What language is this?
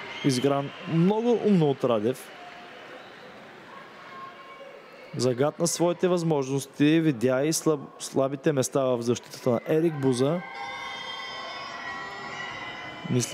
Bulgarian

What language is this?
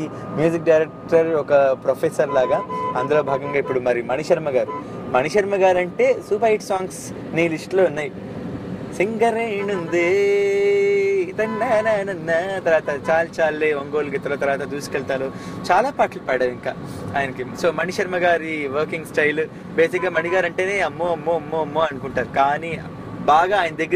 Telugu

